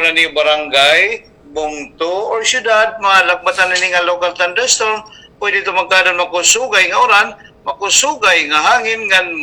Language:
Waray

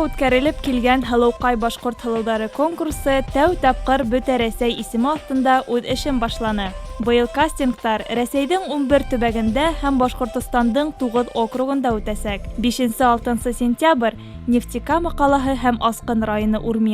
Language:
Bashkir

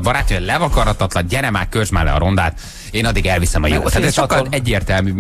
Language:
Hungarian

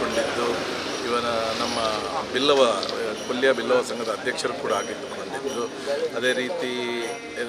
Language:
Kannada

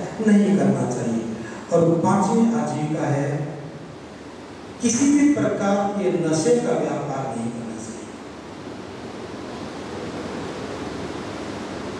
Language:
Hindi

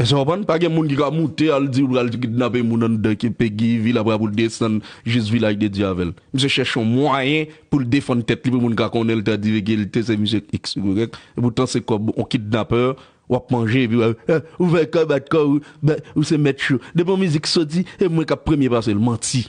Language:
Haitian Creole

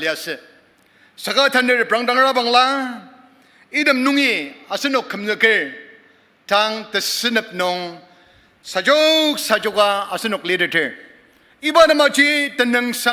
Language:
Ao Naga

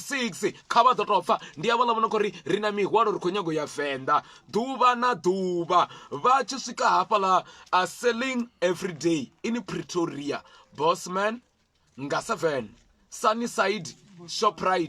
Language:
Venda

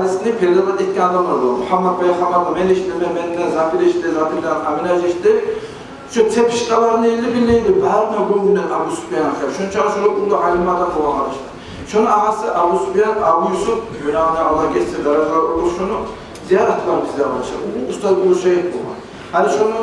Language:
Kumyk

